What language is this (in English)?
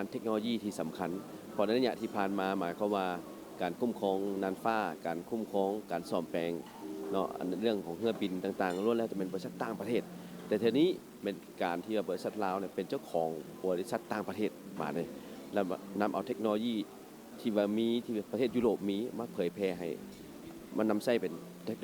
Lao